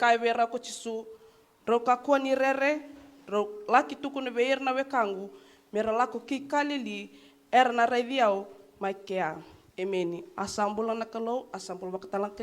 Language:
Fijian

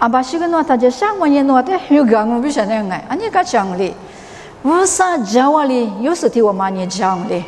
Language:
Lisu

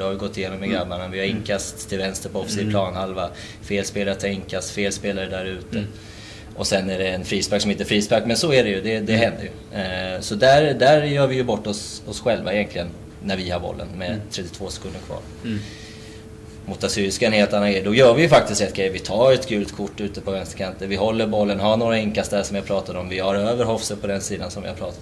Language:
Swedish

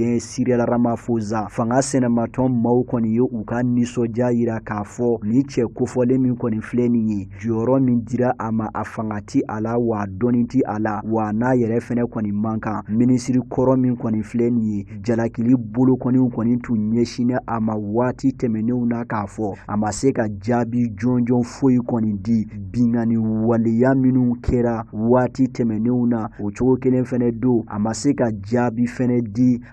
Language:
Bambara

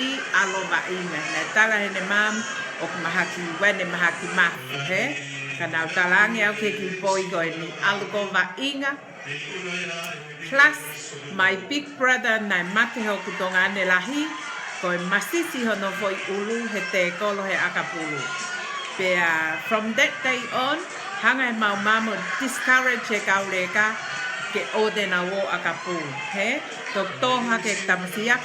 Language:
Tongan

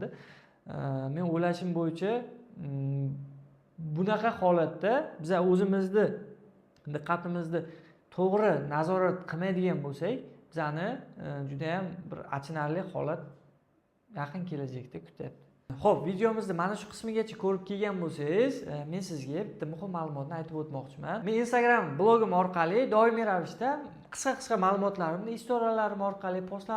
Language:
Uzbek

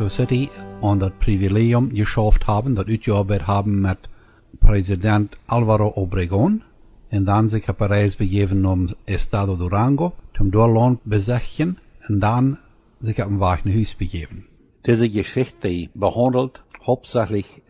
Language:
Plautdietsch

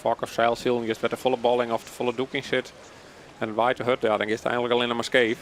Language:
Western Frisian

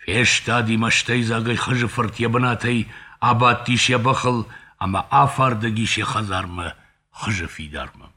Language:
Ossetic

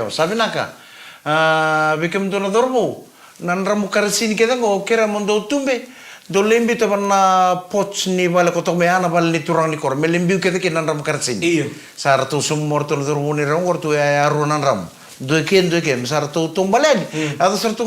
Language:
Fijian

